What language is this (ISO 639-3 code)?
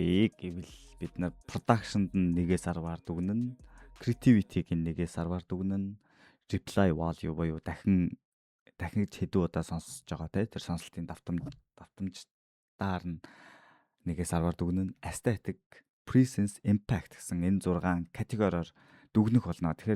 mon